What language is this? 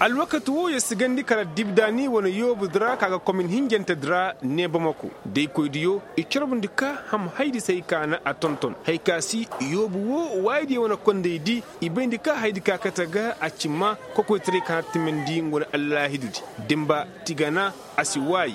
Koyraboro Senni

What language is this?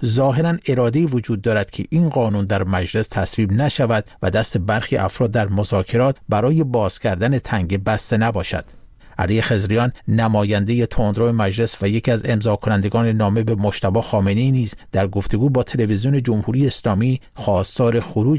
Persian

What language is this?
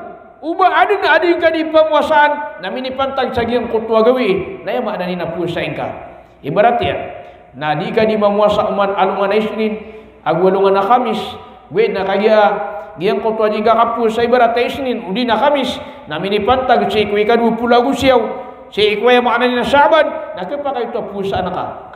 Maranao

